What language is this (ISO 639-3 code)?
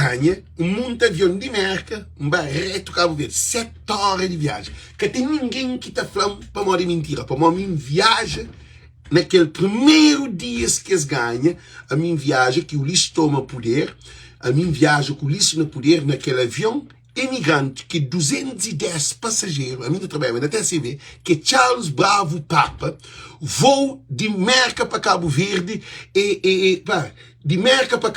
kea